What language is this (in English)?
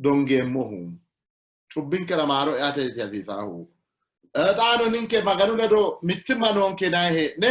Sidamo